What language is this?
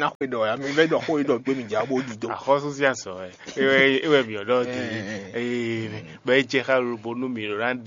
Fon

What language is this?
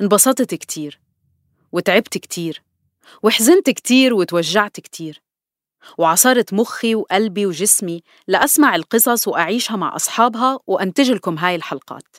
North Levantine Arabic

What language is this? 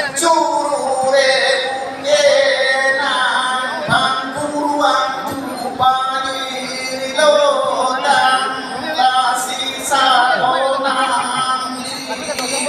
Karbi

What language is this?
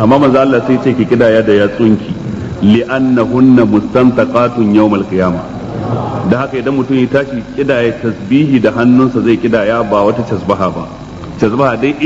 Hausa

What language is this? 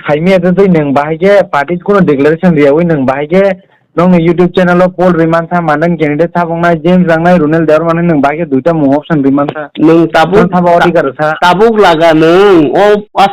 Kok Borok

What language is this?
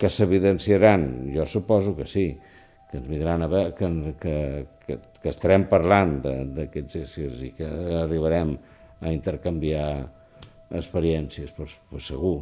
Catalan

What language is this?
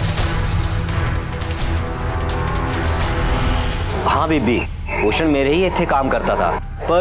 Hindi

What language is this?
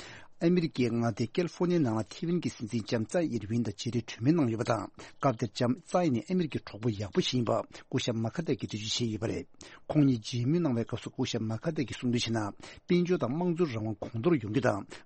Tibetan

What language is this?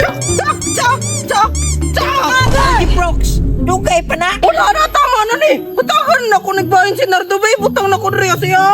Cebuano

